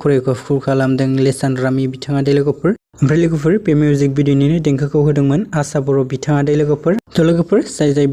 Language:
Bodo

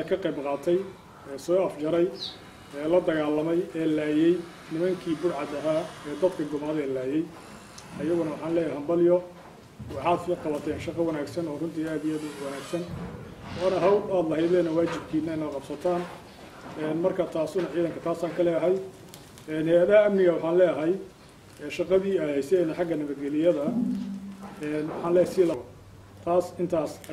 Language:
Somali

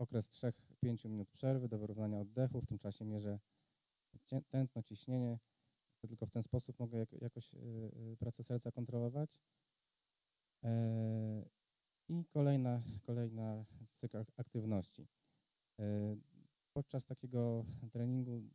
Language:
Polish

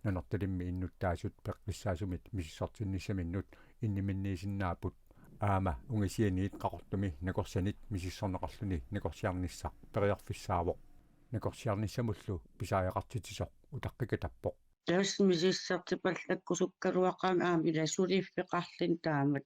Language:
Kalaallisut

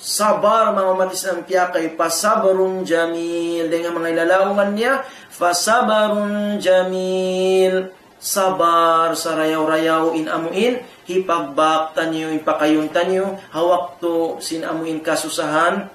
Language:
Tausug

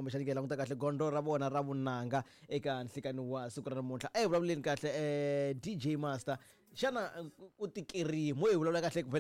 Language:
Tsonga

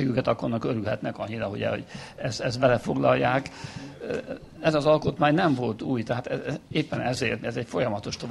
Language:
Hungarian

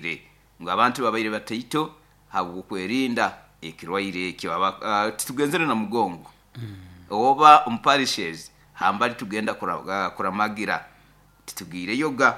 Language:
Nyoro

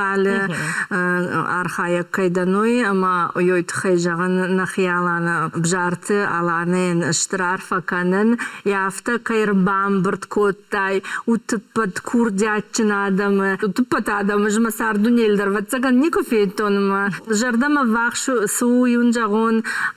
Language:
Ossetic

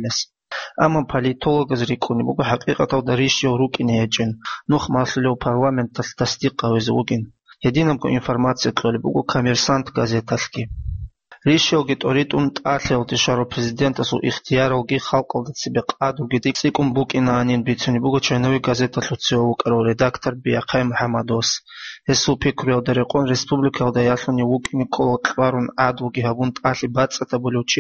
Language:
Avaric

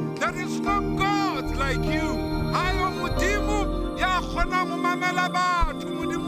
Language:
Southern Sotho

